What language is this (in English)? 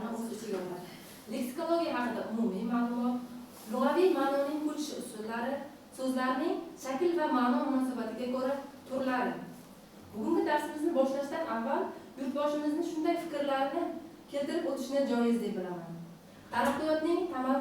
Uzbek